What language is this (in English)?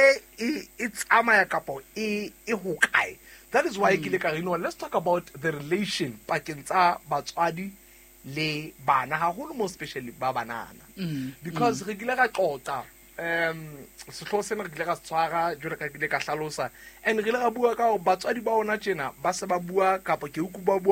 Southern Sotho